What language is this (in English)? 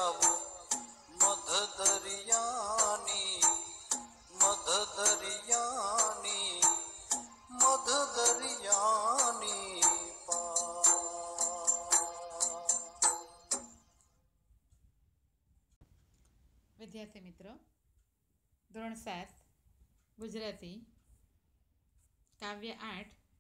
Gujarati